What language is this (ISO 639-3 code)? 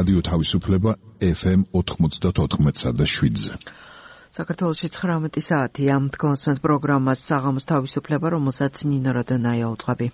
kat